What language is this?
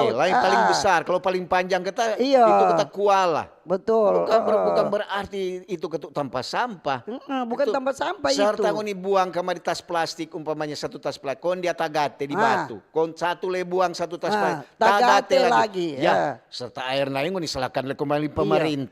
Manado Malay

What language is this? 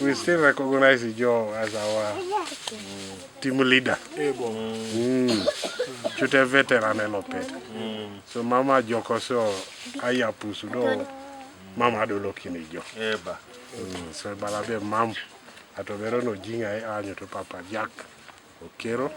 Teso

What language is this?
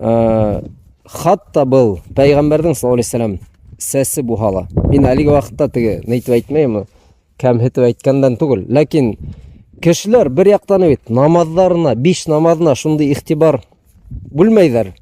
Bashkir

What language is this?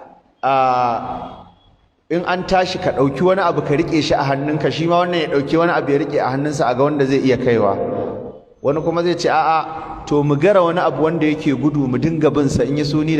Hausa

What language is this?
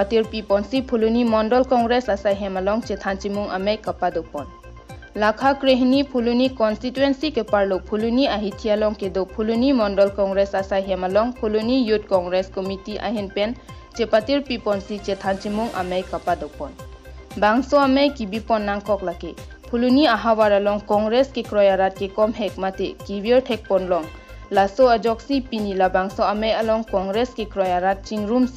Karbi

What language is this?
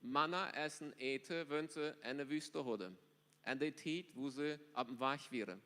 Plautdietsch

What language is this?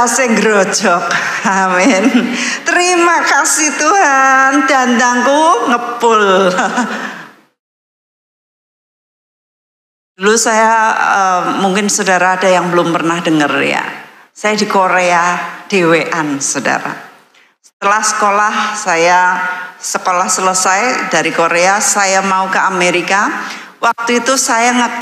Indonesian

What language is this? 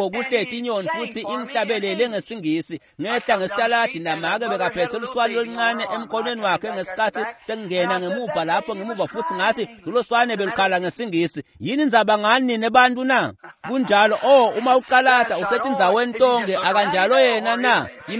Swati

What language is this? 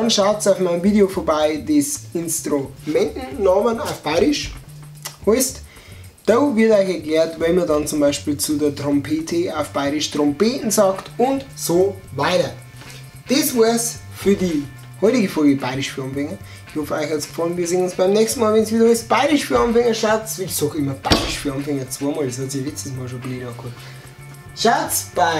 Bavarian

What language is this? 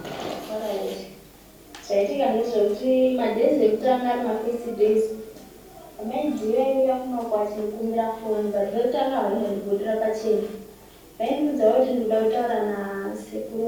Shona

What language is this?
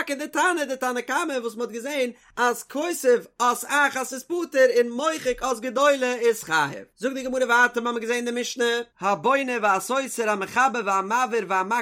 Yiddish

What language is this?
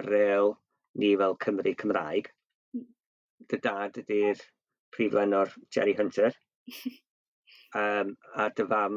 Welsh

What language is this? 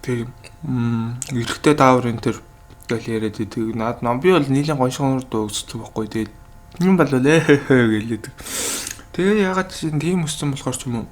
Mongolian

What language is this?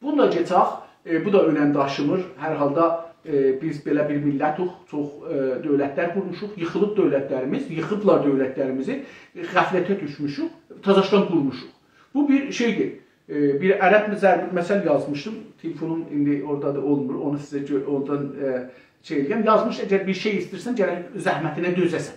South Azerbaijani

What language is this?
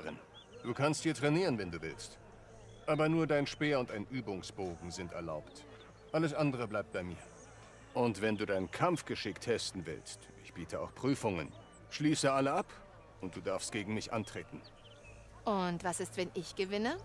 Bavarian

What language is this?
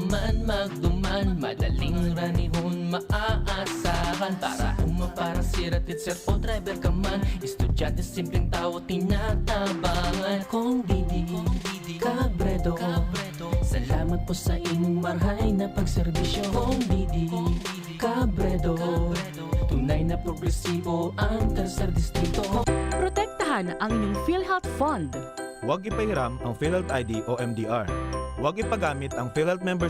Bikol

